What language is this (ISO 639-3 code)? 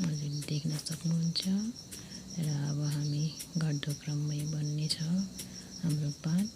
nep